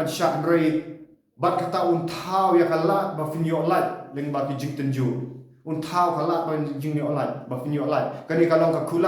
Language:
Khasi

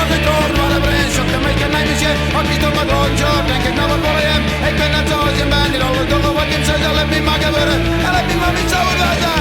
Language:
Western Frisian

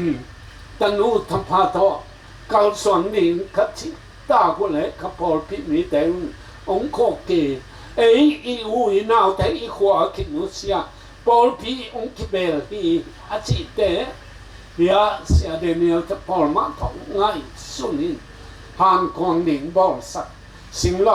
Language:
Tedim Chin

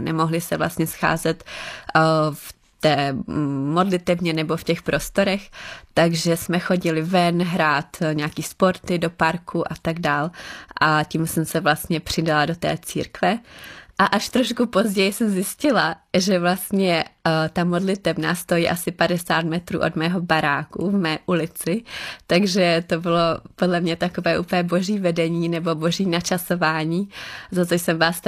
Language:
Czech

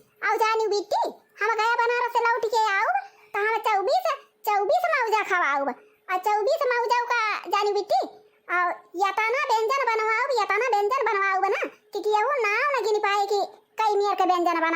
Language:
Awadhi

